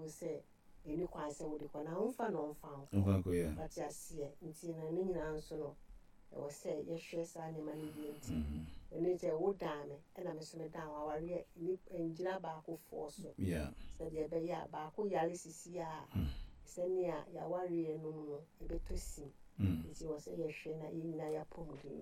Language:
Akan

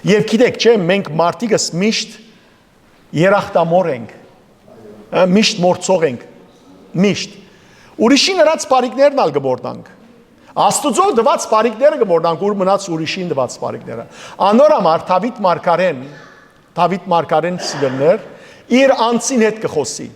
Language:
Western Armenian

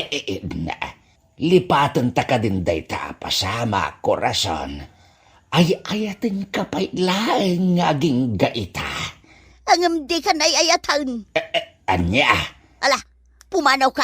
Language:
Iloko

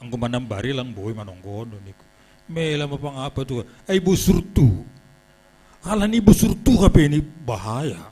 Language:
Batak Simalungun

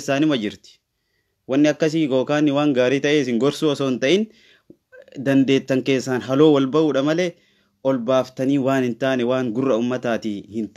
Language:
Oromo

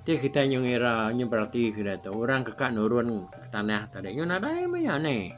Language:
Iban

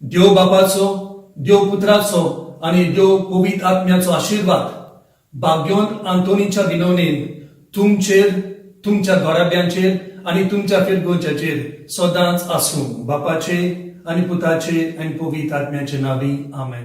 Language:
Konkani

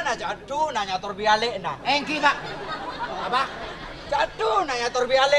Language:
Madurese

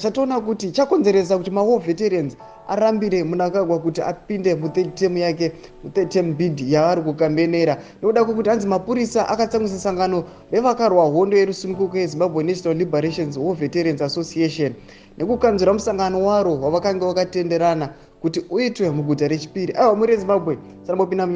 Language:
Shona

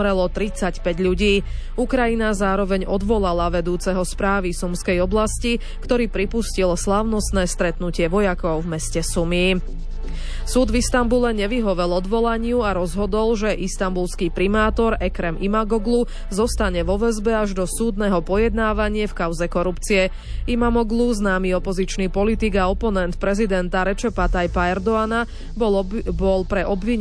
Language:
Slovak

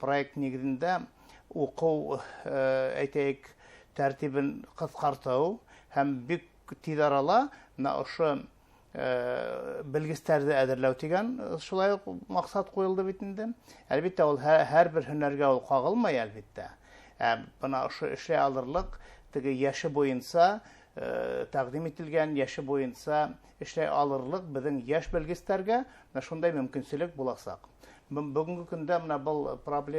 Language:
Bashkir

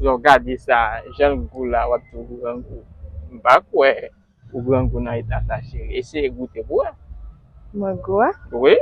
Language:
Haitian Creole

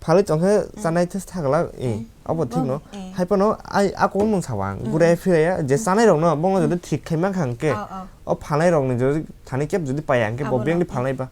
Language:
Kok Borok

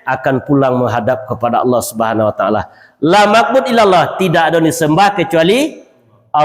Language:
Minangkabau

